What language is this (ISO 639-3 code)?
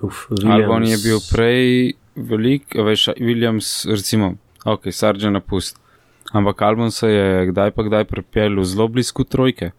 slv